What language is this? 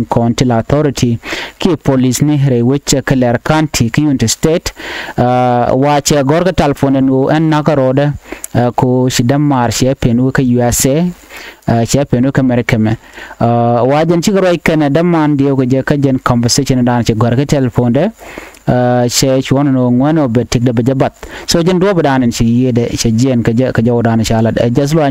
Nuer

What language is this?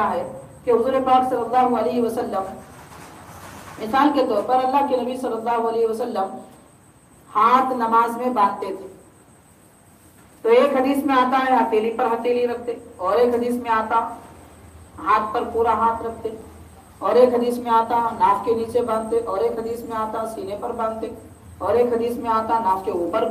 Urdu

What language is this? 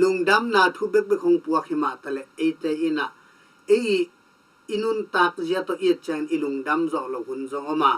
Tedim Chin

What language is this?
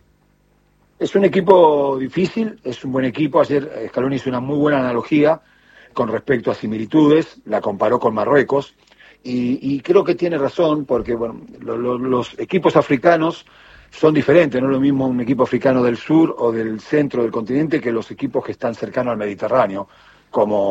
Spanish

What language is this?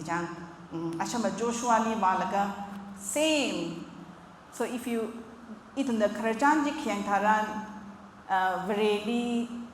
Tangkhul Naga (India)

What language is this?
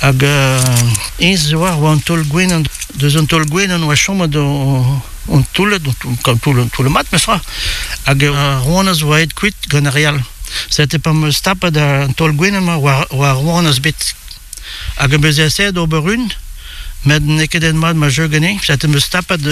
Breton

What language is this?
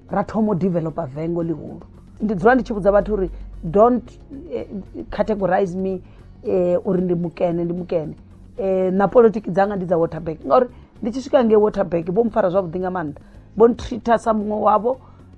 Venda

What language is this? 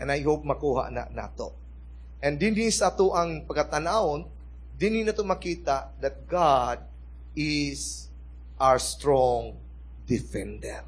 Cebuano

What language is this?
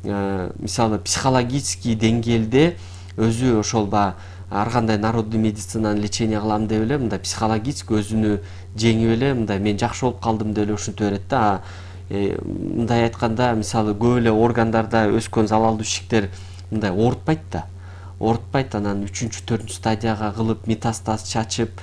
Kyrgyz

